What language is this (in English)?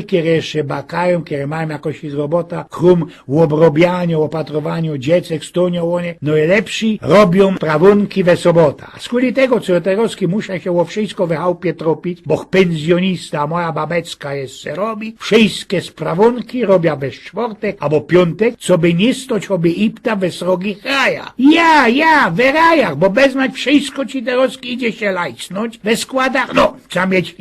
Silesian